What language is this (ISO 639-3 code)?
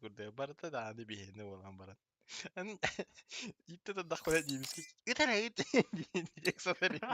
sah